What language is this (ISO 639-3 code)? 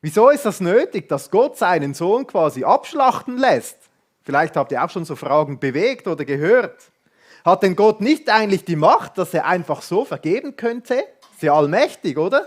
gsw